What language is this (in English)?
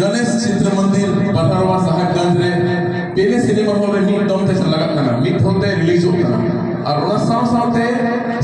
Santali